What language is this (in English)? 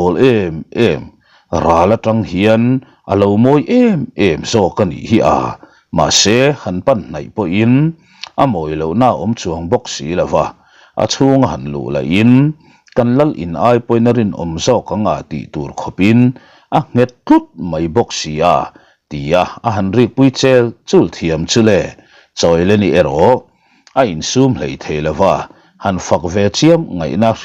Mizo